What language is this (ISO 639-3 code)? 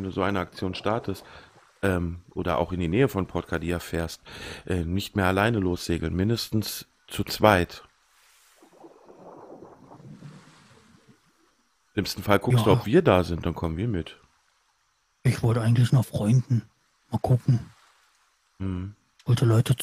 deu